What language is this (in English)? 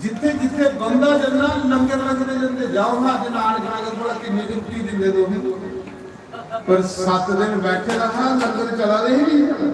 Dogri